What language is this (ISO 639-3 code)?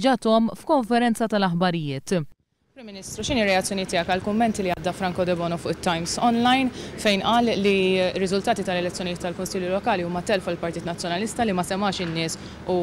mlt